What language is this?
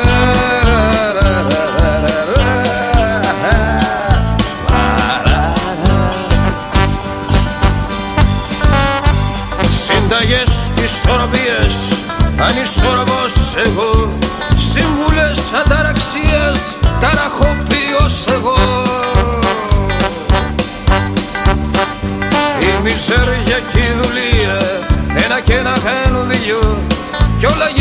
Greek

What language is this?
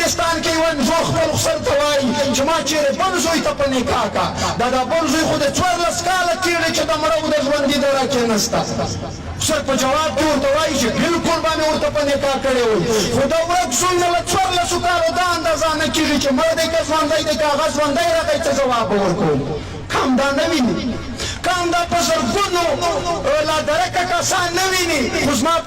Pashto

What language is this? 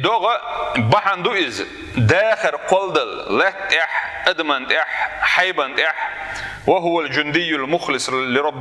Chechen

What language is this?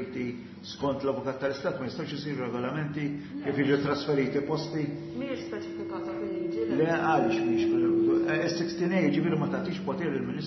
Maltese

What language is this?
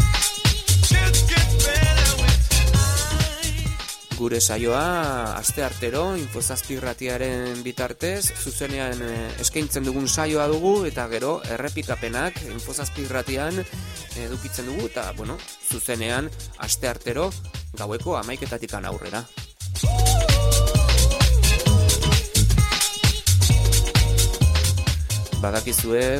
Basque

